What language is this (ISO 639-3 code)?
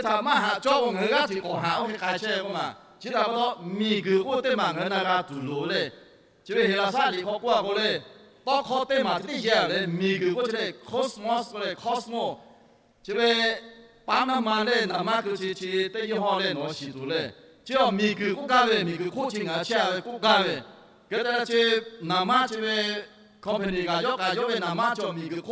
lhu